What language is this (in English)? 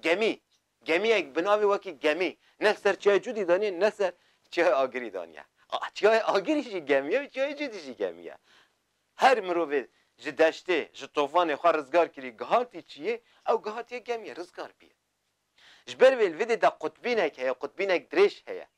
Kurdish